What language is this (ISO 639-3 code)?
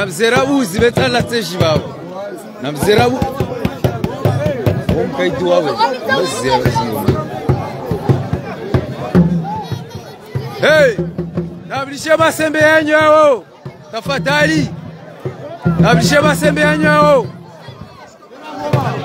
swa